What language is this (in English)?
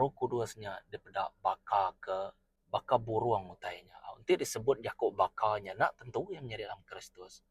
Iban